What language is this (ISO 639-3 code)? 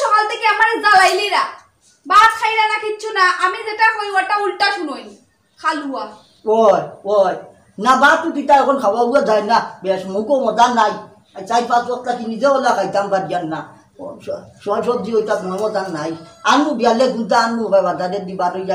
syl